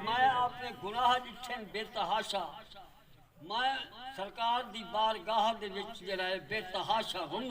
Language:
Saraiki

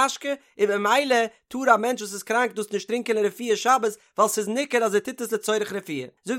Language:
Yiddish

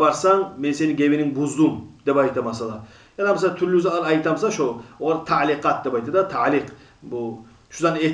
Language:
Kumyk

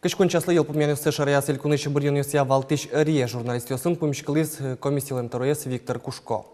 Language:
Udmurt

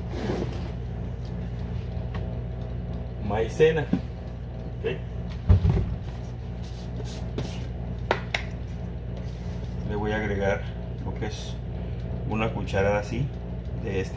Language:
Spanish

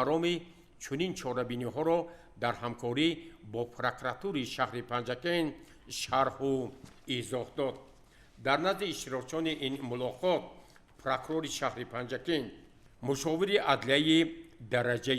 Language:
Tajik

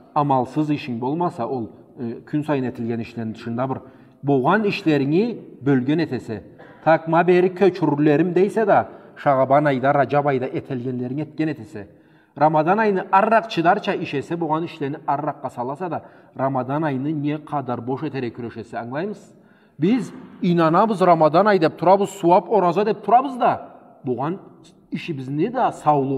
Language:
Karachay-Balkar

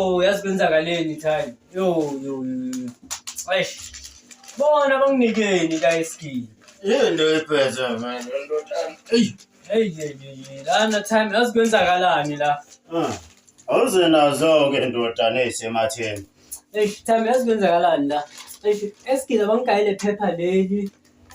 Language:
Zulu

